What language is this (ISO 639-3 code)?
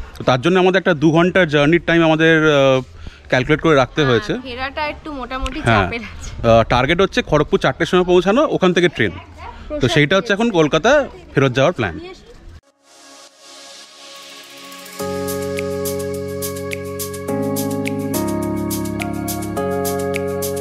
ben